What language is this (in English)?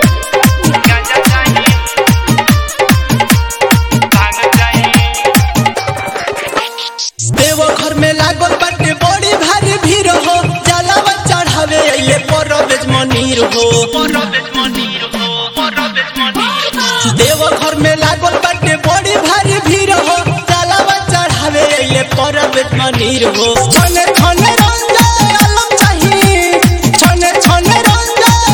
Bhojpuri